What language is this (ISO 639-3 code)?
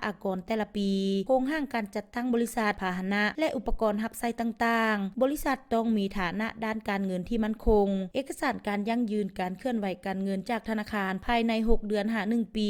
lao